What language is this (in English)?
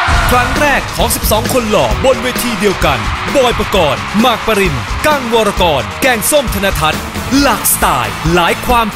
Thai